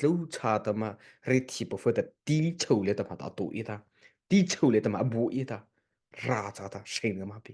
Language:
Mara Chin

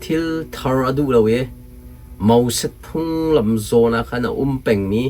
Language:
Hakha Chin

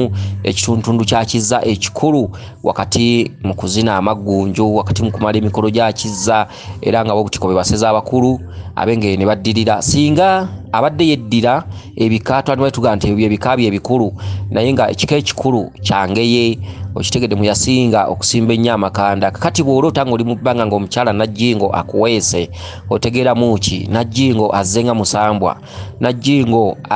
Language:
Ganda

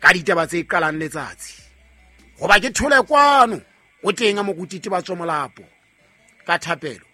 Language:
Southern Sotho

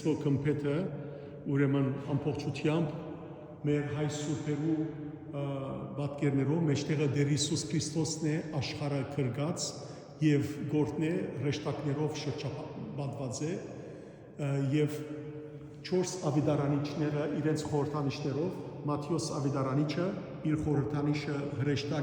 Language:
Western Armenian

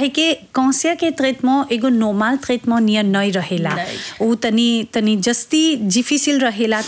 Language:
Bhojpuri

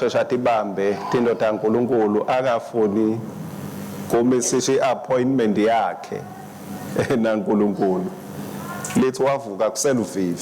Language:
Swati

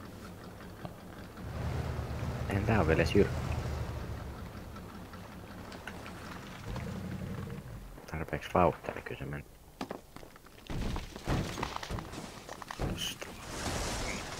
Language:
Finnish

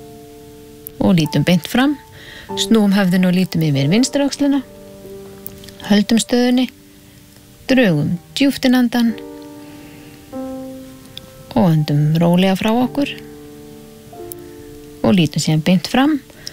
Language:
Icelandic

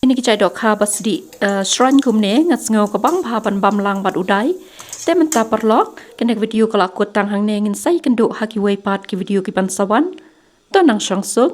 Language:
Khasi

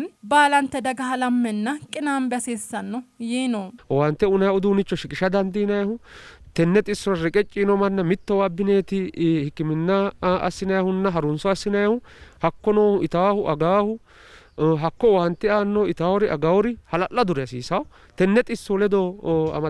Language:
Sidamo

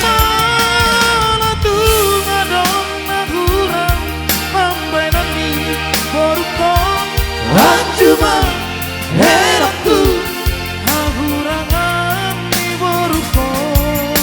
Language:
Batak Toba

